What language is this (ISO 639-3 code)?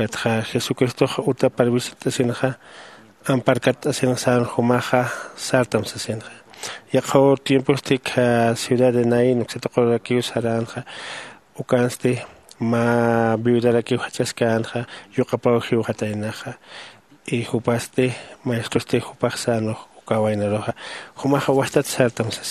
aym